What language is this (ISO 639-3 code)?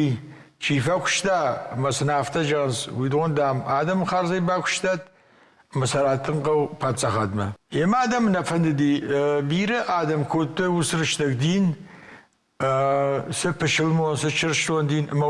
oss